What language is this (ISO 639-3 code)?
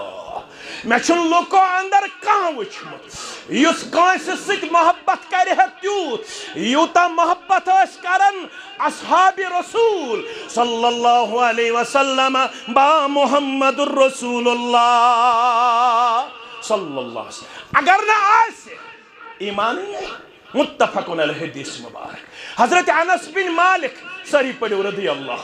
kas